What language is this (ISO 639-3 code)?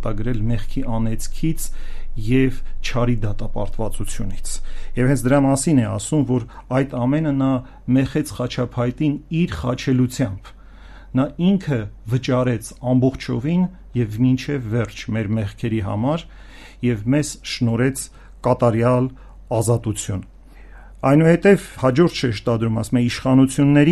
hye